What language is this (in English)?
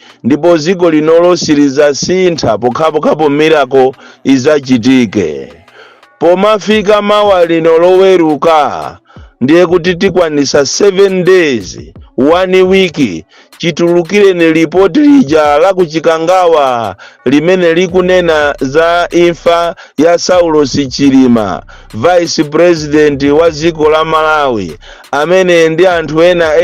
Nyanja